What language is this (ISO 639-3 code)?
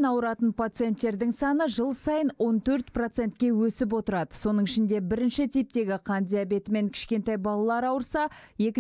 kaz